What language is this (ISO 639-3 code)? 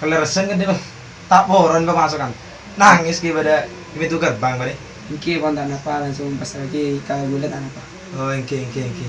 mad